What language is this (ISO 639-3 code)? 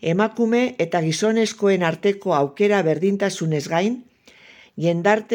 eus